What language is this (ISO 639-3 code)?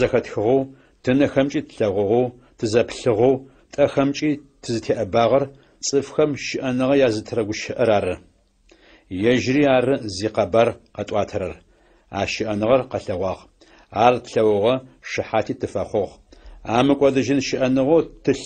ady